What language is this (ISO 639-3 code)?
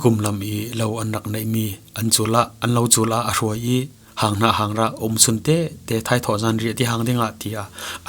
cfm